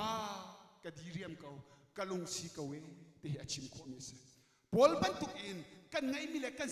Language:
Hakha Chin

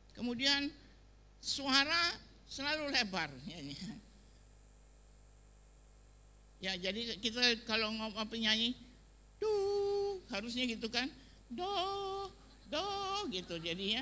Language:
Indonesian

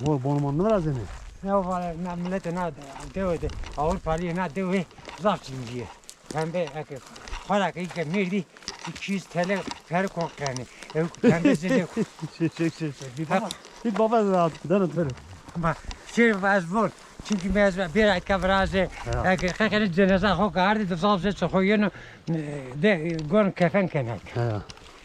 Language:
Zaza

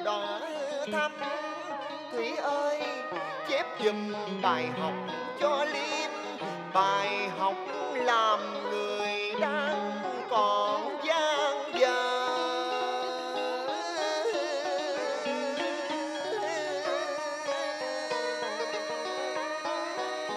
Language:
Vietnamese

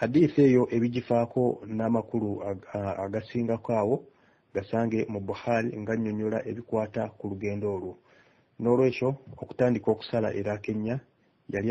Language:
Ganda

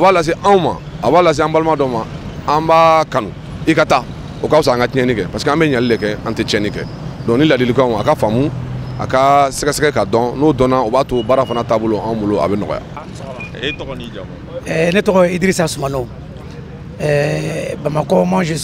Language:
Bambara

